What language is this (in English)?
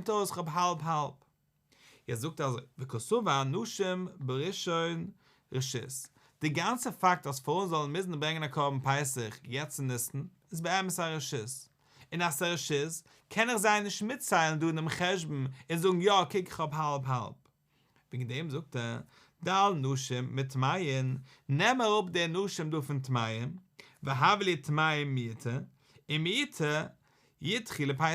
Yiddish